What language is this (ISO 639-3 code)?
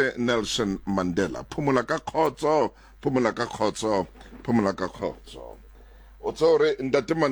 sot